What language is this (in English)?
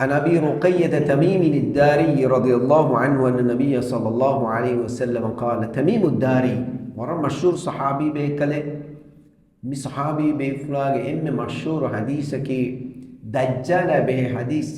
Divehi